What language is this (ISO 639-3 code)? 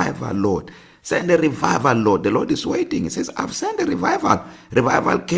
eng